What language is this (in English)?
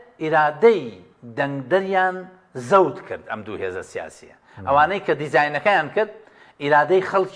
Central Kurdish